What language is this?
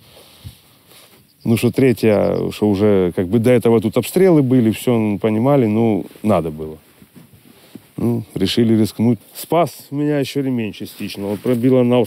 Ukrainian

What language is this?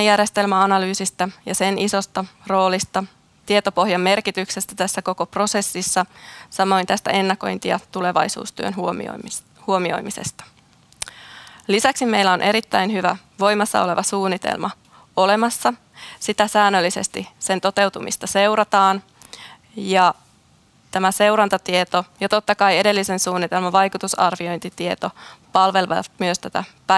Finnish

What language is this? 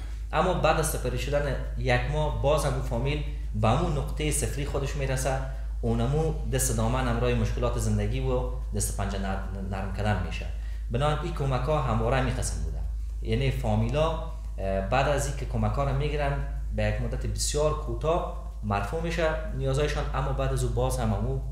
Persian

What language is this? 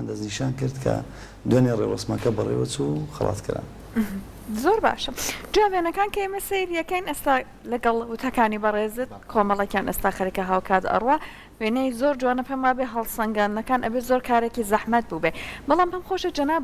Central Kurdish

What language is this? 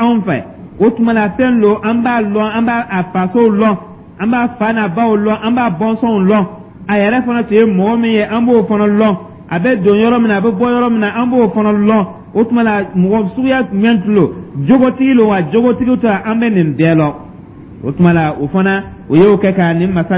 Dyula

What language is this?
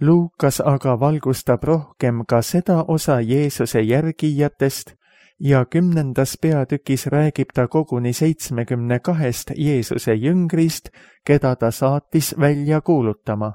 Estonian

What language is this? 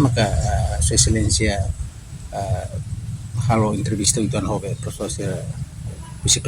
Tetum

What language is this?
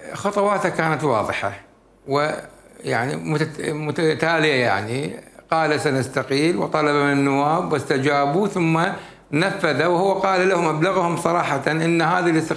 Mesopotamian Arabic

